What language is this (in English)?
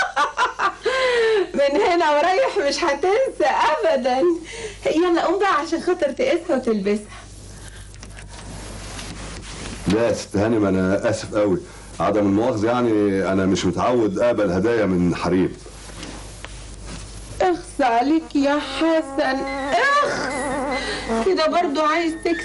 Egyptian Arabic